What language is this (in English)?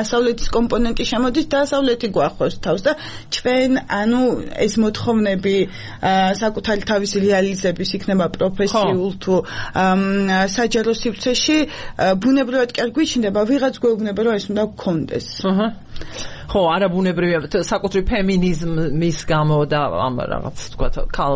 Georgian